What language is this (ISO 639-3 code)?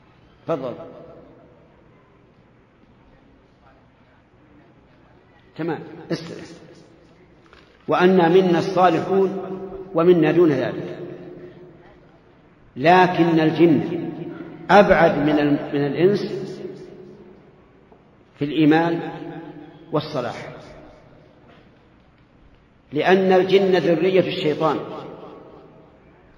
ara